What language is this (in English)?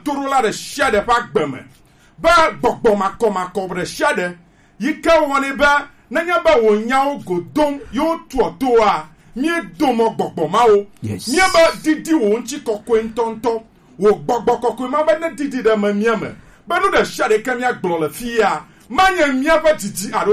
Gen